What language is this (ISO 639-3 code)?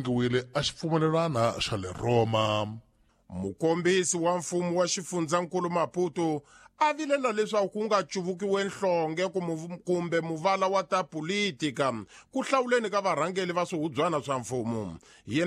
tso